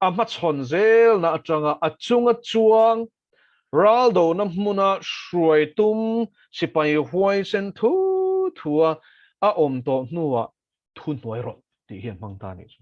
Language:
Mizo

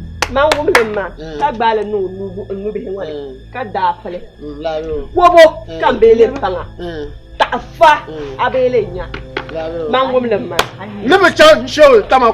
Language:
Dagbani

